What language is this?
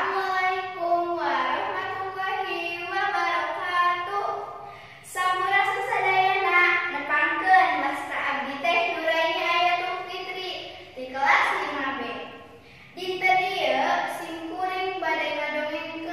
Sundanese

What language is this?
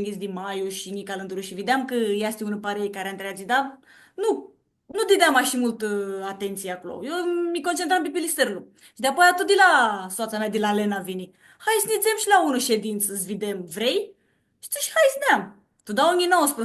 Aromanian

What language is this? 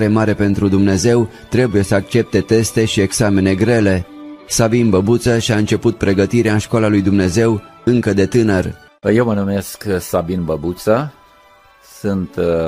Romanian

